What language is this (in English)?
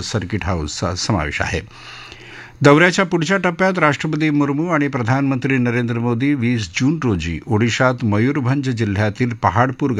Marathi